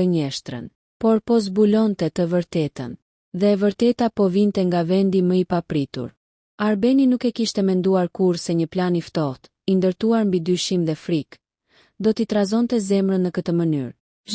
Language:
Albanian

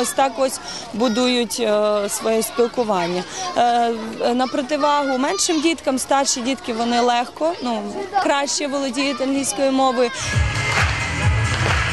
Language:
Ukrainian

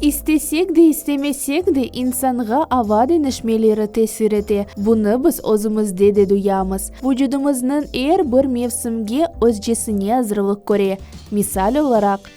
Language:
Crimean Tatar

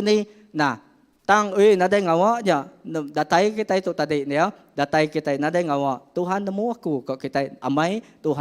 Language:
Iban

